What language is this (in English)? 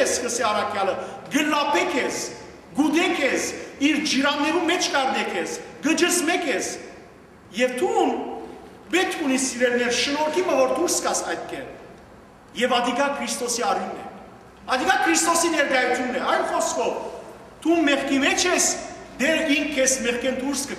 Western Armenian